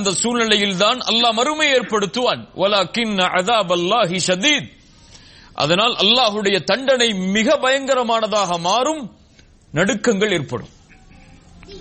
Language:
Tamil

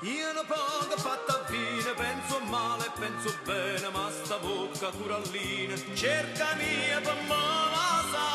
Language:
Neapolitan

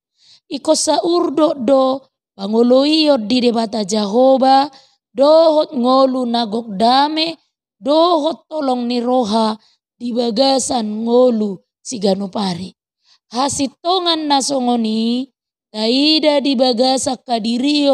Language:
Batak Toba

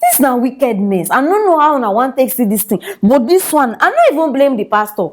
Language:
Nigerian Pidgin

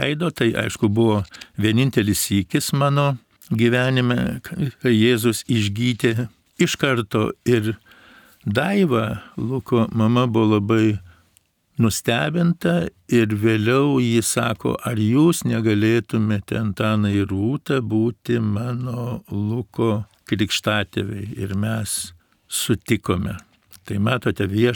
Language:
Lithuanian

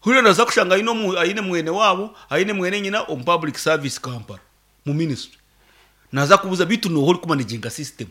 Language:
Nyankole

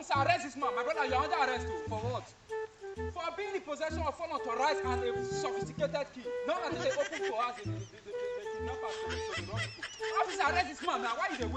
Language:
Nigerian Pidgin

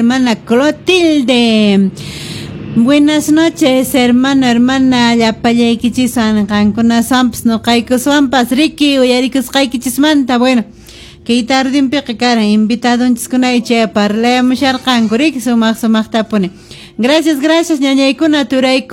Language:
Quechua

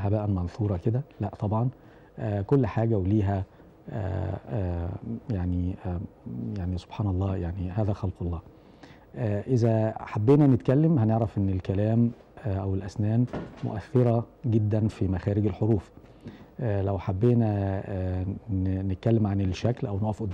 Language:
Egyptian Arabic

